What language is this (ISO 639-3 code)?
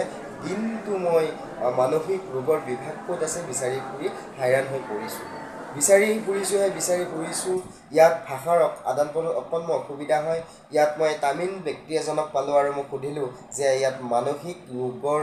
asm